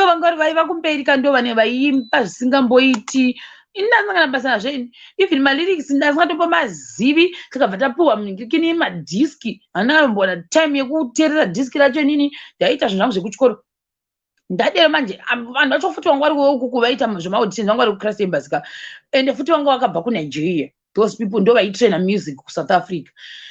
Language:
Shona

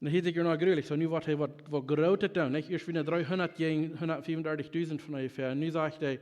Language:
Plautdietsch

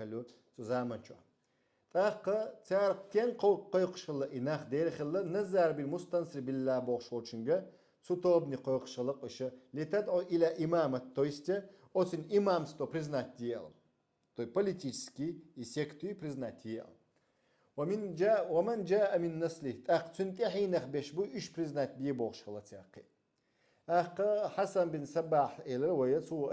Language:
Chechen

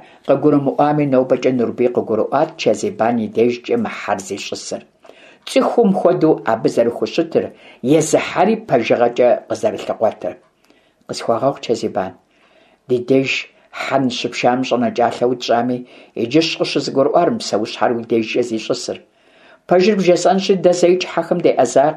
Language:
Kabardian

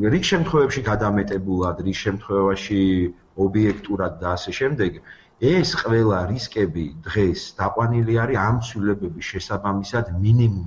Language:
Georgian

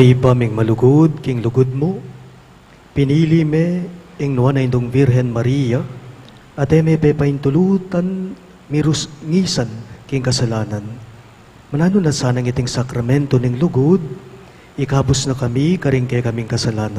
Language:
Pampanga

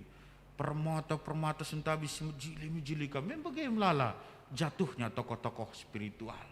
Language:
Batak Karo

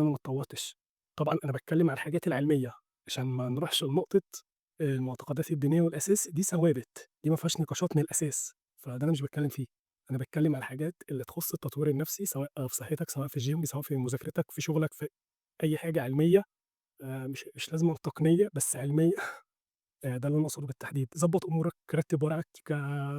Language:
Egyptian Arabic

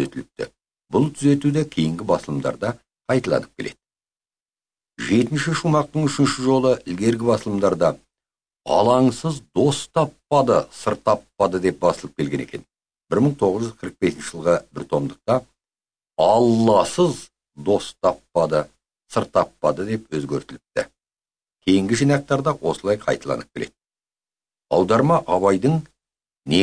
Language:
Kazakh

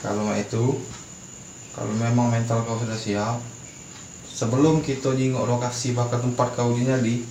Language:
Musi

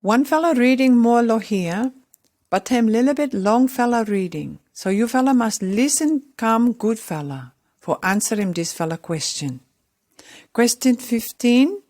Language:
Pijin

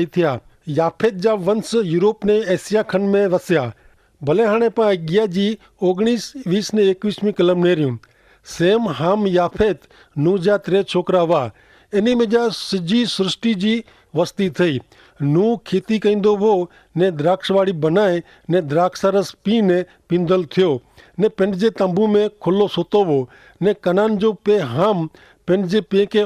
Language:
Kachhi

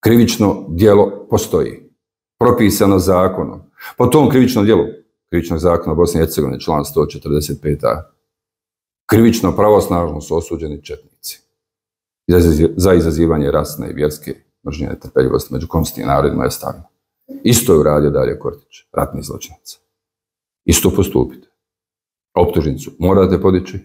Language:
Bosnian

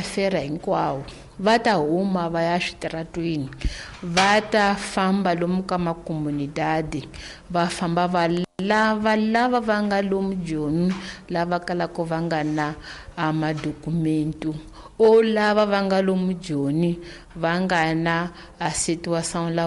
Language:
Tsonga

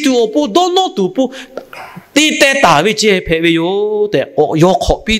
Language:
Lahu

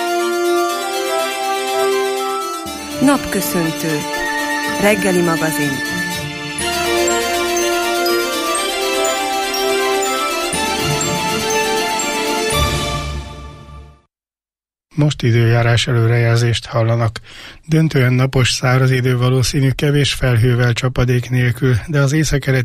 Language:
Hungarian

